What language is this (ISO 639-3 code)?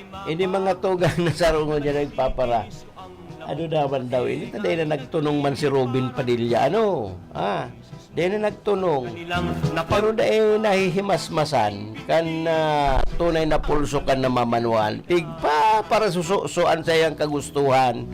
bik